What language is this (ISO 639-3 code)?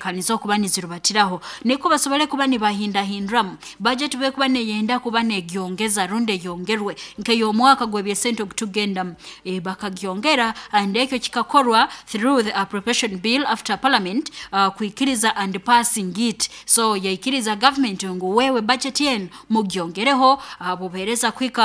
nyo